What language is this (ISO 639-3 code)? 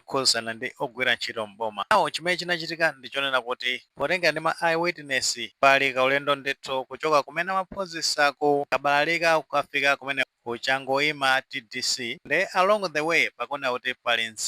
nya